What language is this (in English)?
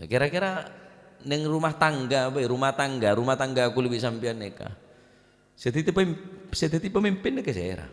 Madurese